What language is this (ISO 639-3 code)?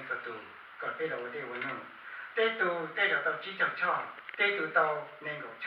hmn